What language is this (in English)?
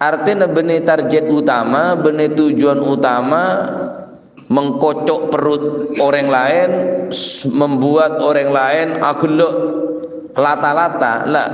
Madurese